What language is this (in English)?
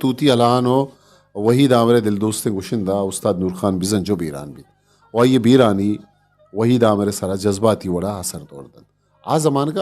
Eastern Balochi